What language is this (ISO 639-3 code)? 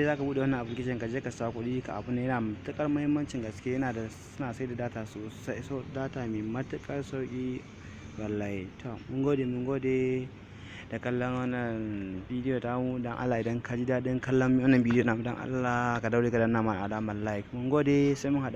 hau